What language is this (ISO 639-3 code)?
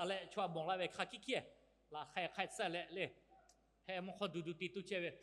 lhu